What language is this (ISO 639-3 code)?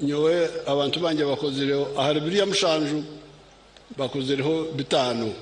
nyn